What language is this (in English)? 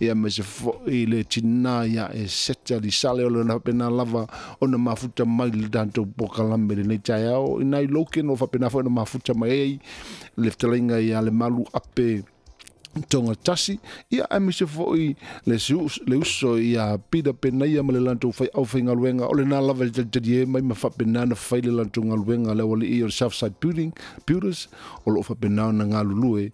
Samoan